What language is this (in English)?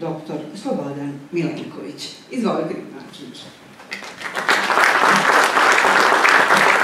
Serbian